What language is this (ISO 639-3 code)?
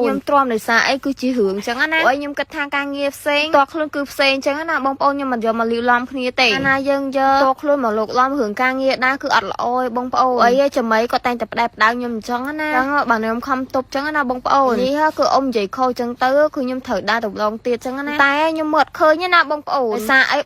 khm